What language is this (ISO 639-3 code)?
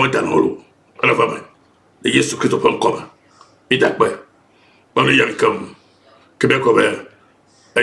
ewe